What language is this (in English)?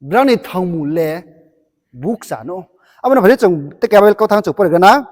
Riang (India)